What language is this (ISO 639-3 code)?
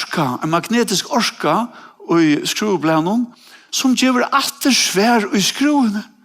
fao